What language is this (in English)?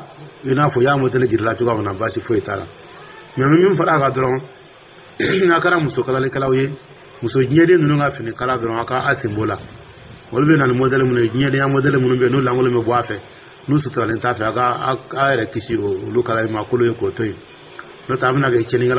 Dyula